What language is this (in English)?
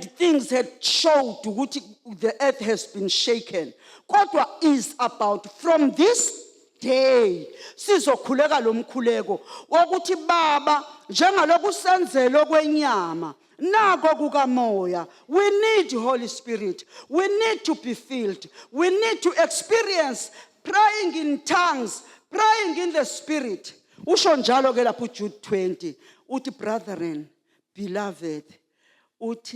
Zulu